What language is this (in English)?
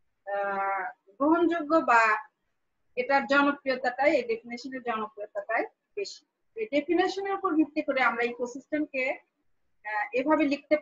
Bangla